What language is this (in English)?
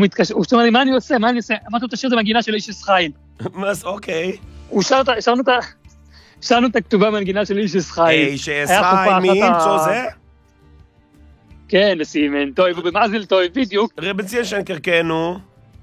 Hebrew